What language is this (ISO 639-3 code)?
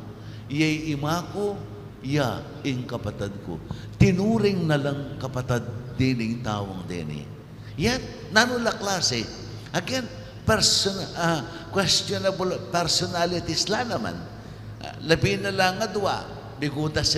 pam